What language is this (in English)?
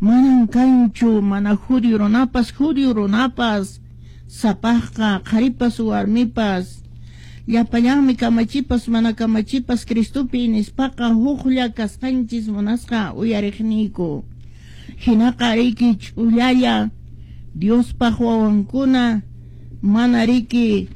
Quechua